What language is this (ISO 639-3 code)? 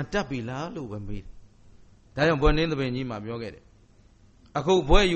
mya